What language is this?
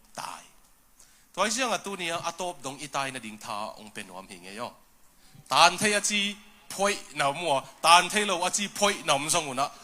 Tedim Chin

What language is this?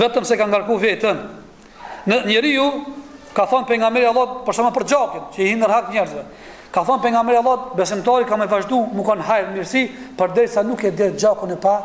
Albanian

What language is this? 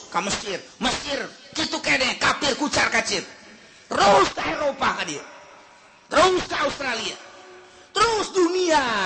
Sundanese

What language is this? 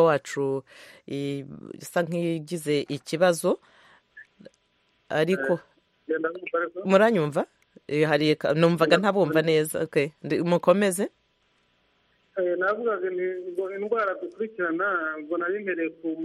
Kinyarwanda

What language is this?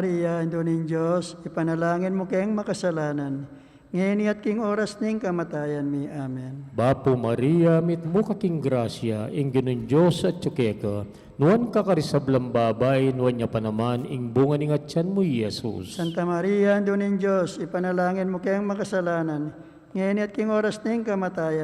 Pampanga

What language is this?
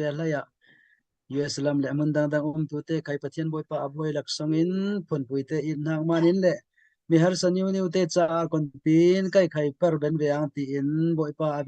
Falam Chin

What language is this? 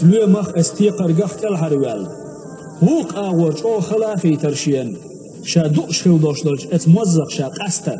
Chechen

